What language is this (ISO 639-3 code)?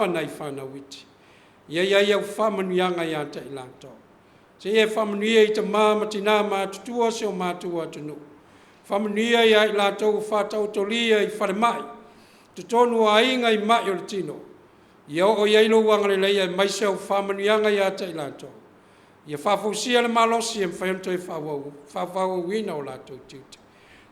smo